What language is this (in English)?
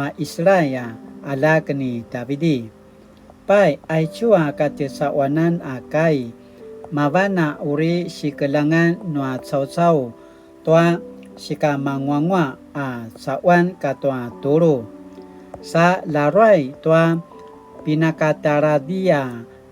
Paiwan